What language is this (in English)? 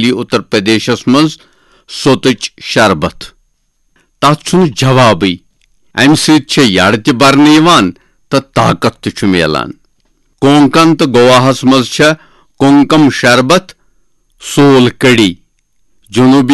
Kashmiri